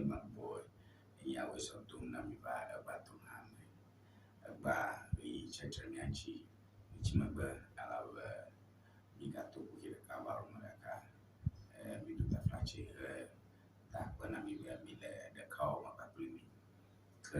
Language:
Ewe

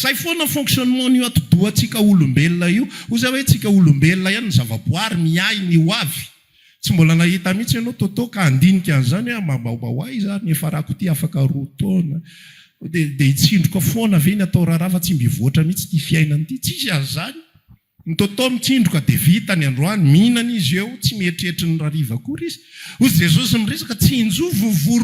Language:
Malagasy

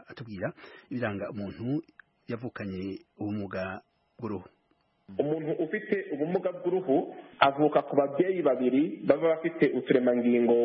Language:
Kinyarwanda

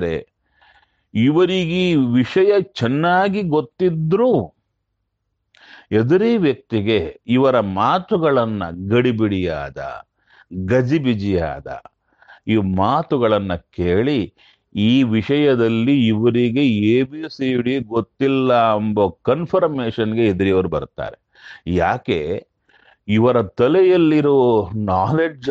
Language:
Kannada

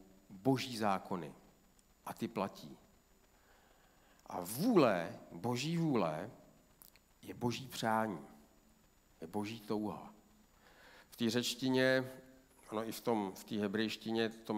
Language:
Czech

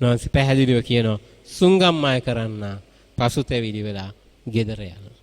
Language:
Sinhala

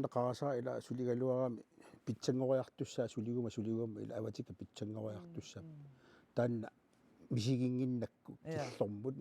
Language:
Kalaallisut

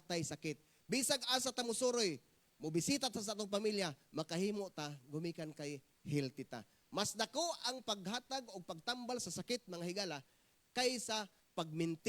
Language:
Cebuano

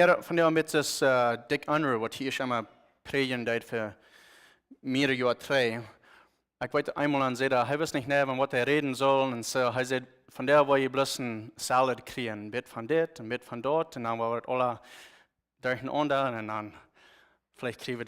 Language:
Plautdietsch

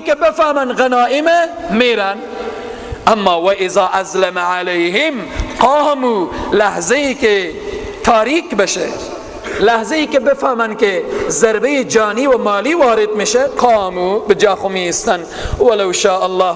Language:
Persian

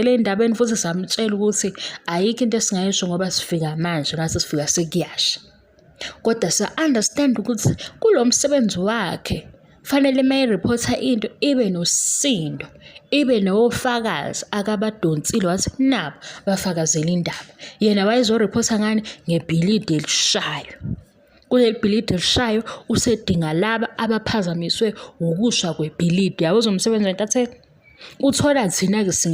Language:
Zulu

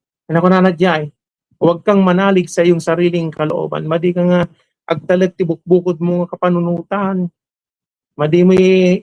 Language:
Iloko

